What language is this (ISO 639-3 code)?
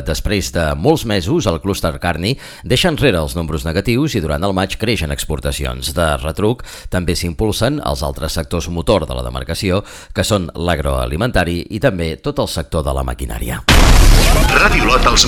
cat